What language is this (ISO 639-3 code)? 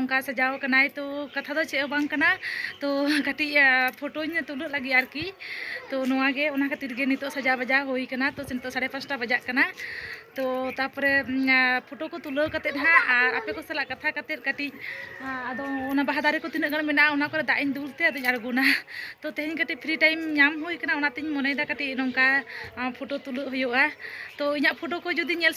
sat